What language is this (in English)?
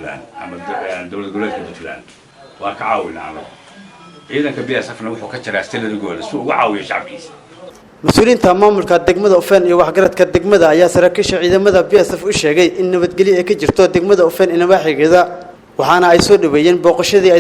Somali